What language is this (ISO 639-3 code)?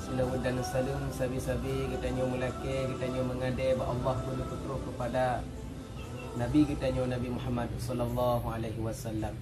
ace